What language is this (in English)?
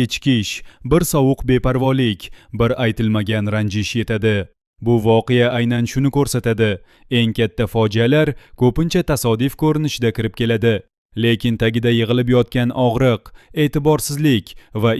Uzbek